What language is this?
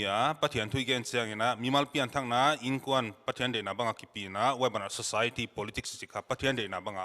Paite Chin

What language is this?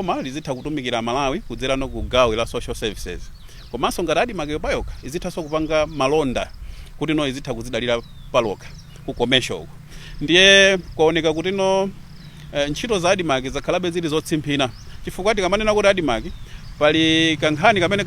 Nyanja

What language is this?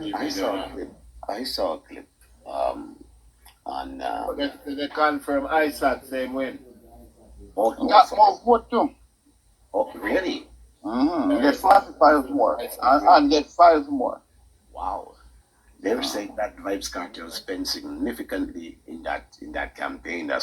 Jamaican Creole English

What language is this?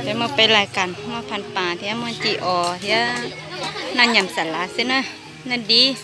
Hmong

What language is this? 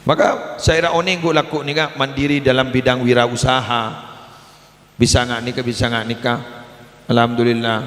Madurese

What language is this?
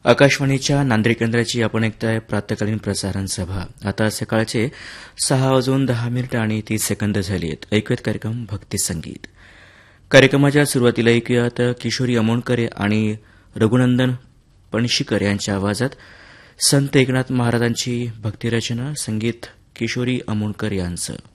Marathi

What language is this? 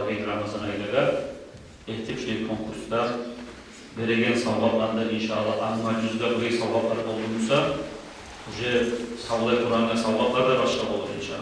Kumyk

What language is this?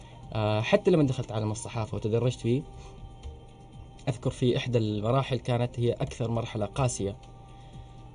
Arabic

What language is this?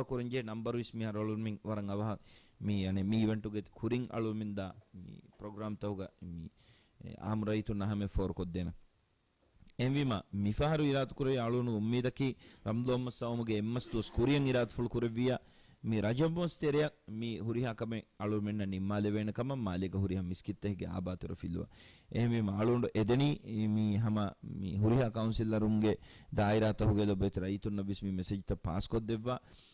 Divehi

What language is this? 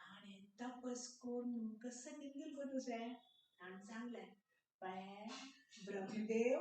Konkani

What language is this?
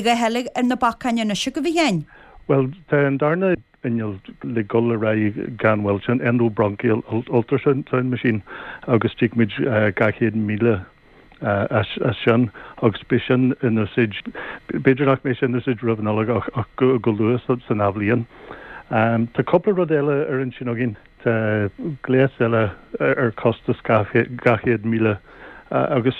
Irish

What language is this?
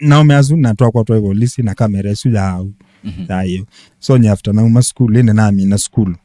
Kamba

